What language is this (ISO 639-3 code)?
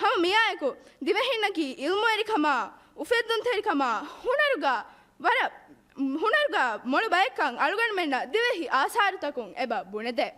div